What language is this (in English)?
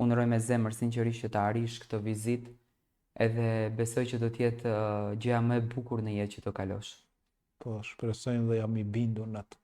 Albanian